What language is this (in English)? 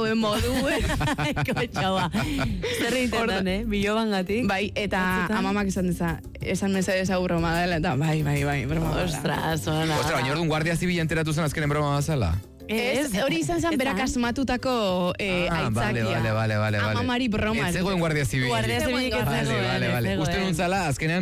Basque